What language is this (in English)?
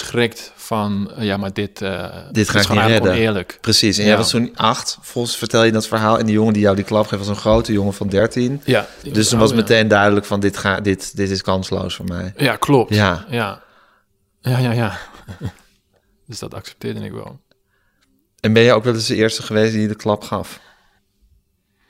Dutch